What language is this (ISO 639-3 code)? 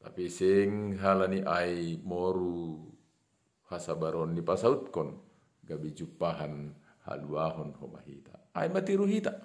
bts